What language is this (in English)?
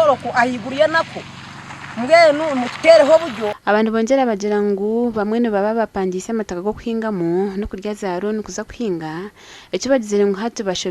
Nyankole